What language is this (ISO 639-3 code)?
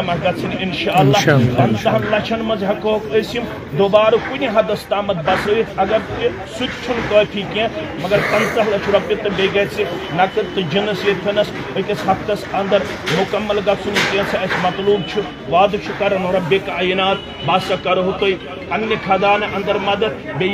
kas